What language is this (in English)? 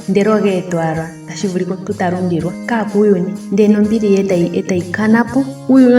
Ndonga